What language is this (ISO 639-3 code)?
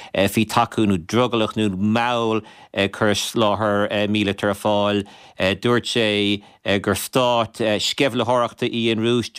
gle